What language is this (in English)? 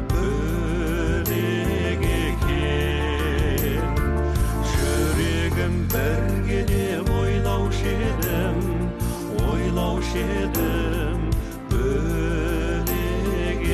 Kazakh